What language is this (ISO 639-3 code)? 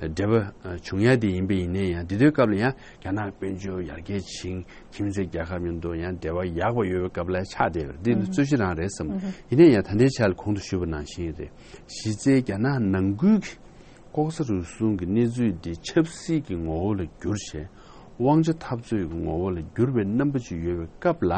bod